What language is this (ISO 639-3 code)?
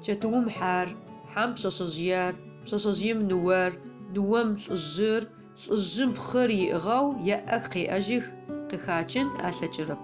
ady